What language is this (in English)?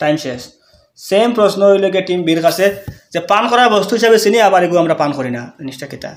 Sylheti